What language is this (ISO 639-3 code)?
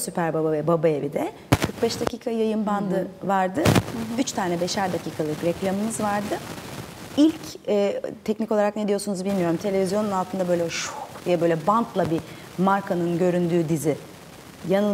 tur